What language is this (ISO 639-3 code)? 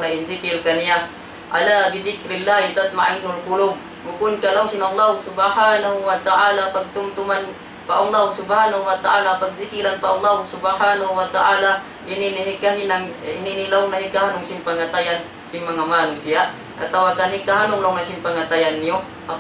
tsg